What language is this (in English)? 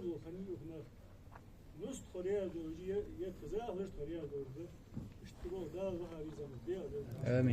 Ingush